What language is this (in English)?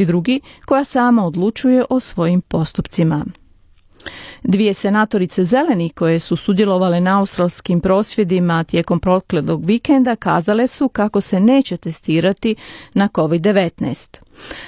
Croatian